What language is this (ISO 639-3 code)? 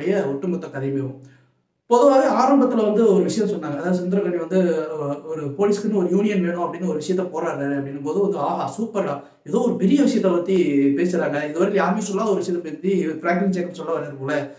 tam